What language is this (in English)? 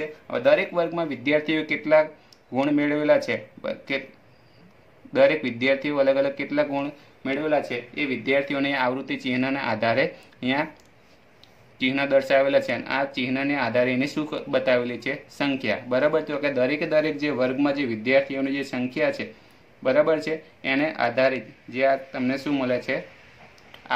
Gujarati